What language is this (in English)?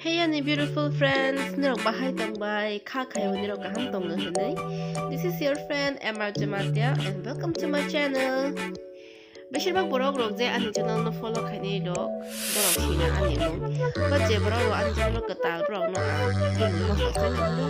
Kok Borok